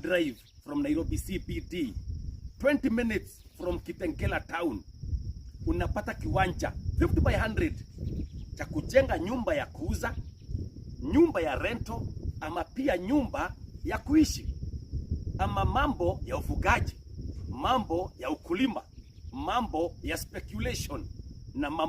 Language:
Swahili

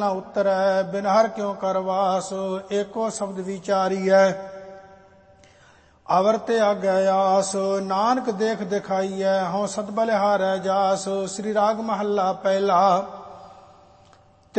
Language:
Punjabi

